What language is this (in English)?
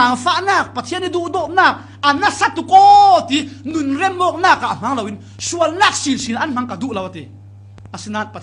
Falam Chin